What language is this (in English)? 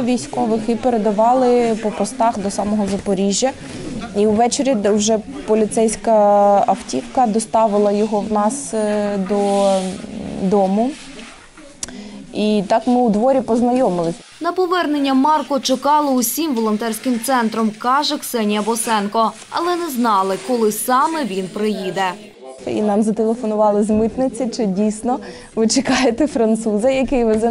Ukrainian